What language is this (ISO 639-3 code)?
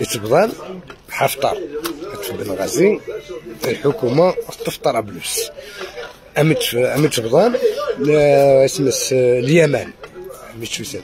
arq